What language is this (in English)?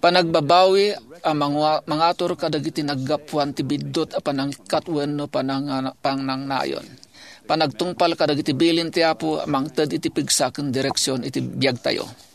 Iloko